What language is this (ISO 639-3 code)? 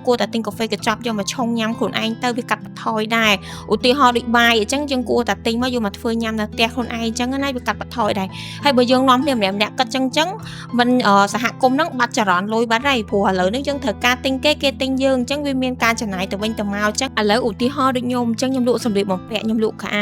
khm